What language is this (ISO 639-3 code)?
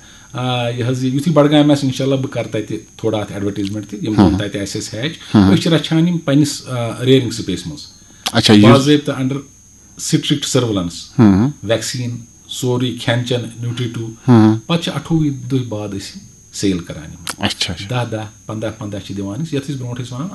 kas